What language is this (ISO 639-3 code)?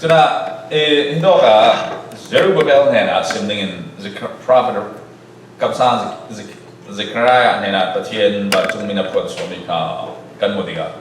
cfm